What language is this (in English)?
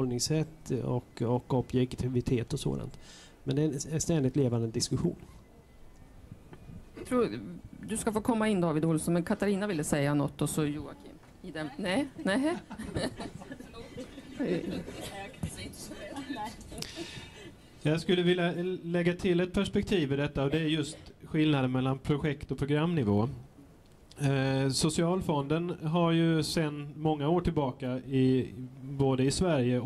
Swedish